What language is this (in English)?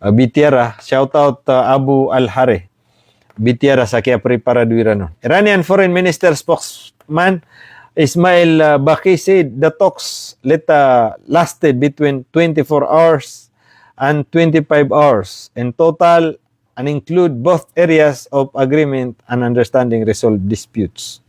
Maranao